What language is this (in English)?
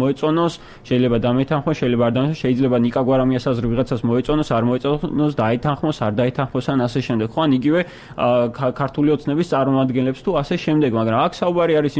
Georgian